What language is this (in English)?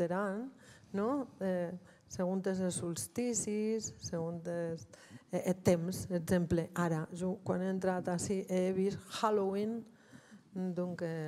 Occitan